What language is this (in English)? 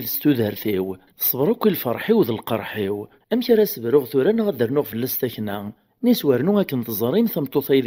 Kabyle